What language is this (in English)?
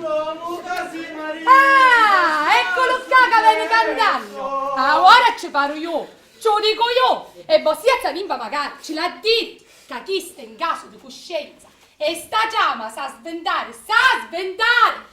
Sicilian